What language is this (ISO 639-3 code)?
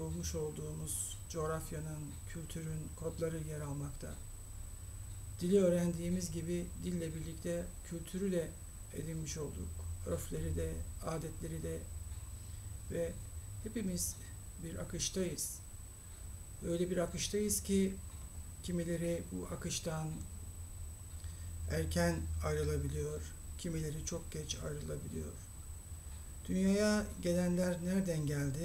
tur